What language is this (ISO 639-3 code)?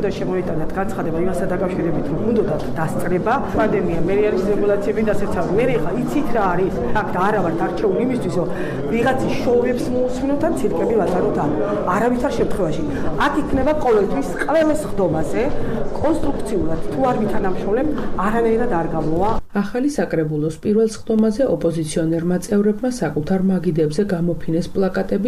kat